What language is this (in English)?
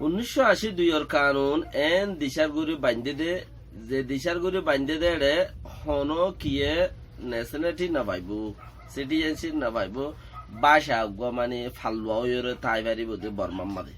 Rohingya